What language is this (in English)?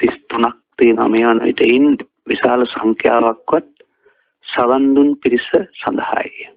Sinhala